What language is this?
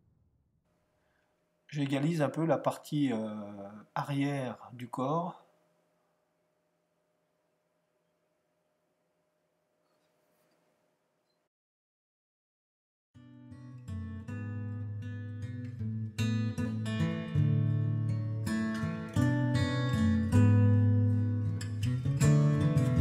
French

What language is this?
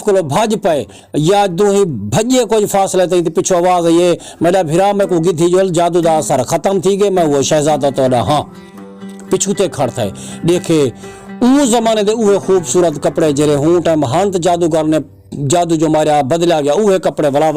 Saraiki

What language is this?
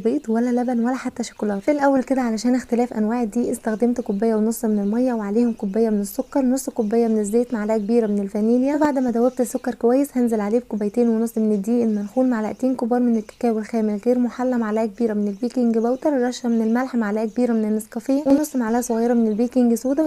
Egyptian Arabic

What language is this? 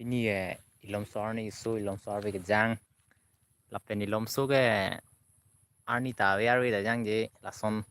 Karbi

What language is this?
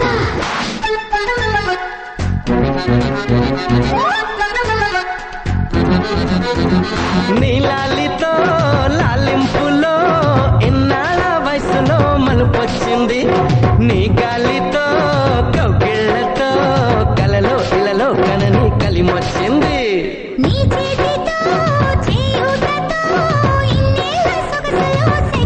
Telugu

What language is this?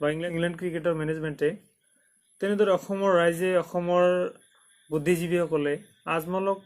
Assamese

